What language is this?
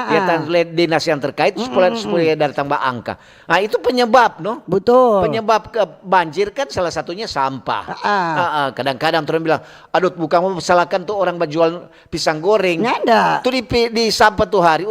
Manado Malay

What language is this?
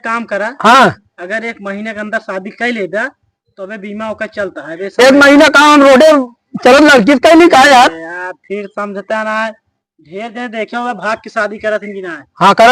Awadhi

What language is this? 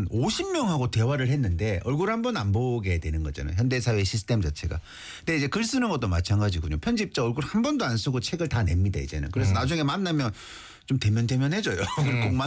Korean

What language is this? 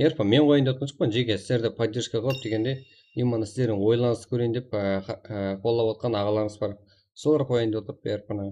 Kara-Kalpak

